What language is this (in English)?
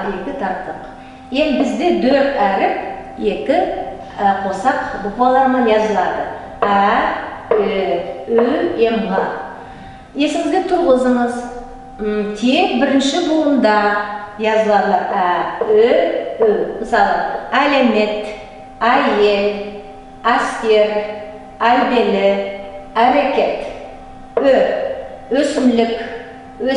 Nogai